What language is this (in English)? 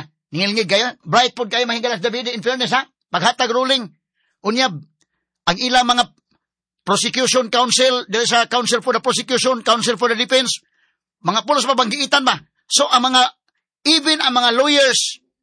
Cebuano